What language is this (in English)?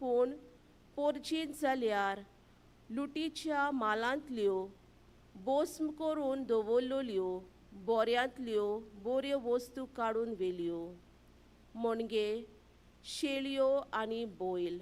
Konkani